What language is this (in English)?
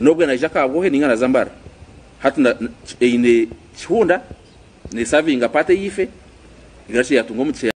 Nyankole